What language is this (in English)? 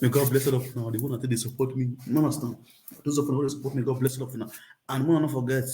Nigerian Pidgin